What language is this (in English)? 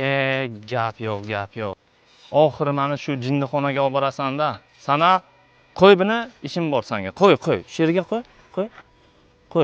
Uzbek